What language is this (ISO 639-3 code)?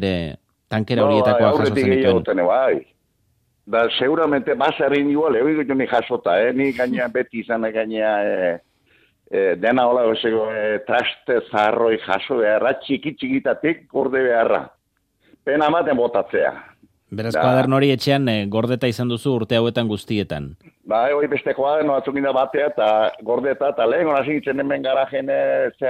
eus